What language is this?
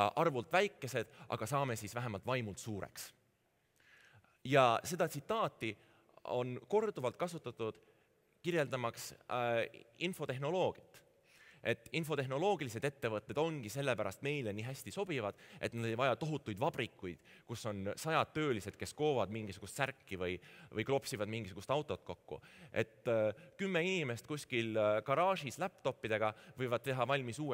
Estonian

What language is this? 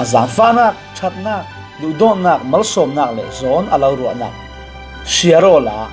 Falam Chin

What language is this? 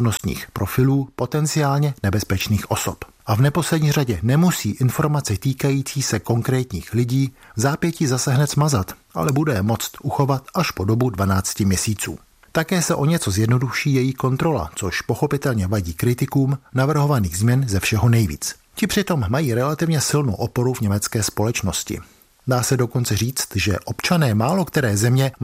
Czech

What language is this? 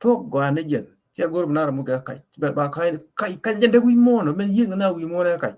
Nuer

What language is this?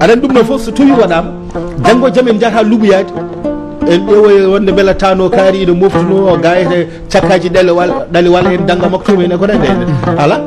Fula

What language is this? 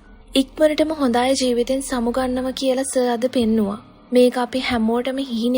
Sinhala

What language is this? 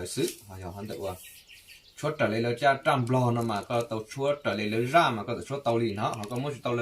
Hmong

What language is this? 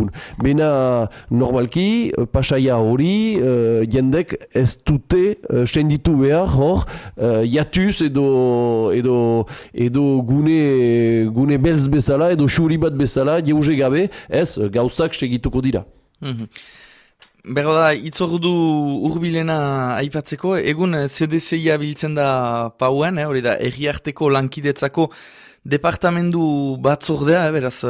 Basque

